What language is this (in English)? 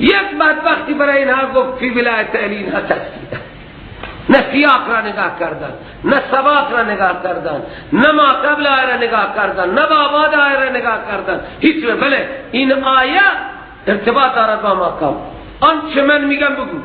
Persian